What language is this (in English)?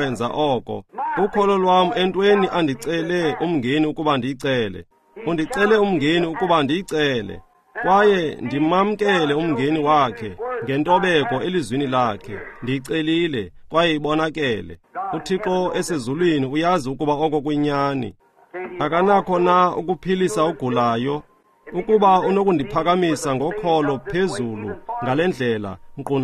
Xhosa